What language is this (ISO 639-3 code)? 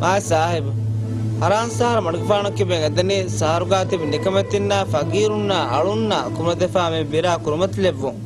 div